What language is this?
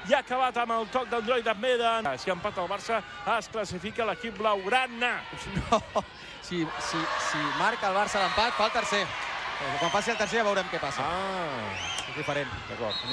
Catalan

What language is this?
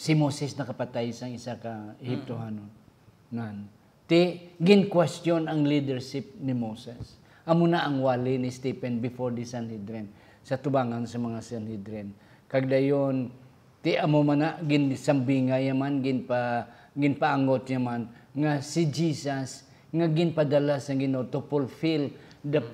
Hiligaynon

